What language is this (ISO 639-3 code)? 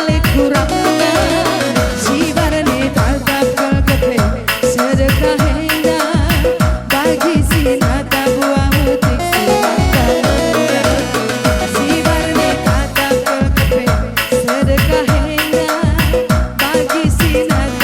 btx